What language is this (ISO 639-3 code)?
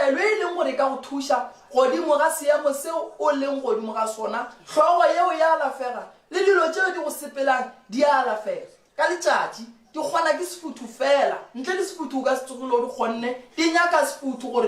nso